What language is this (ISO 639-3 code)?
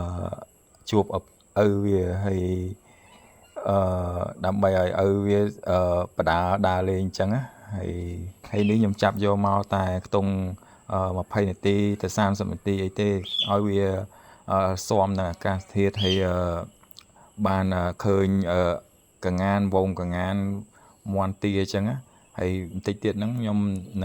khm